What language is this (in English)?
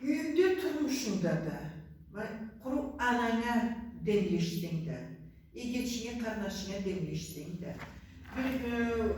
Karachay-Balkar